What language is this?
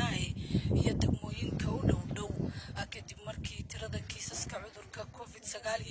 Somali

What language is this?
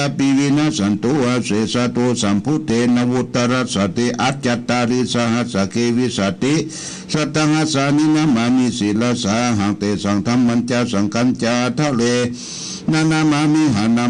Pali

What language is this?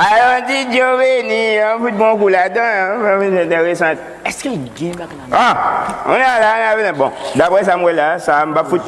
Haitian Creole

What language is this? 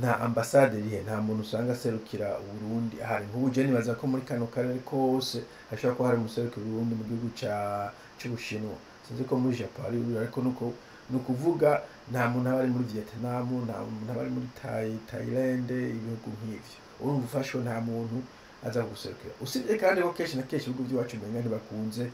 Rundi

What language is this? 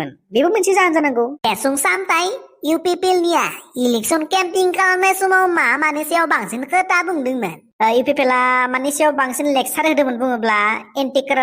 Bodo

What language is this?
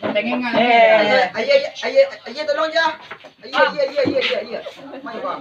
Minangkabau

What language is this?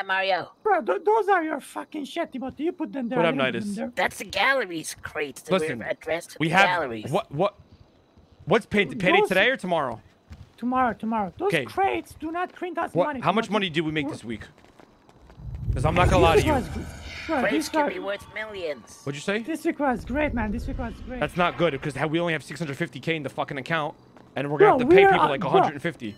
English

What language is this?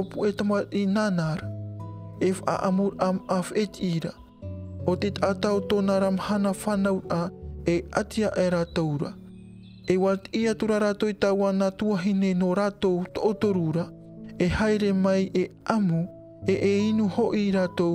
Tahitian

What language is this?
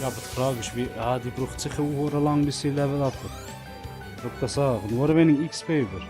Swiss German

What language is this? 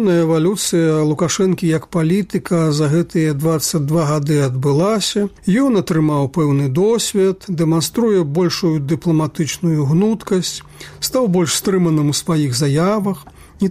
Belarusian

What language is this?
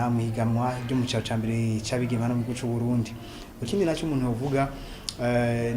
Rundi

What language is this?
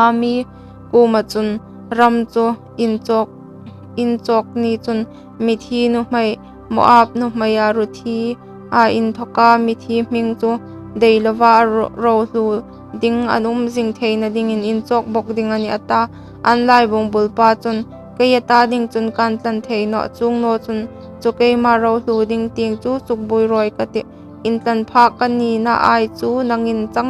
Hmar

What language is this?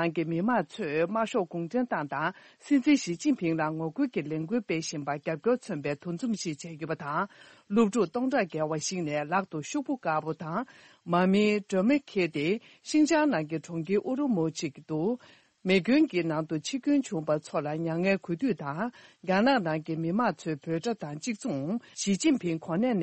Tibetan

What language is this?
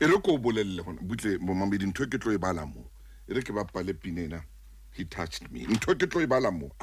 Southern Sotho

